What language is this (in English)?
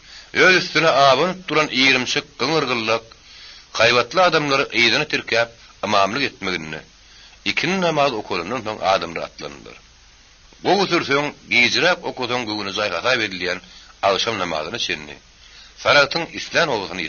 Turkmen